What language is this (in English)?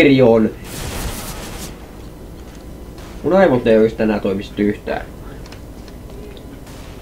Finnish